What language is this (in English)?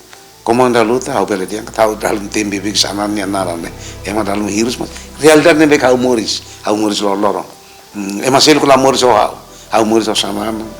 Tetum